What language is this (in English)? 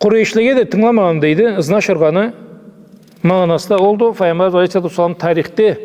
Karachay-Balkar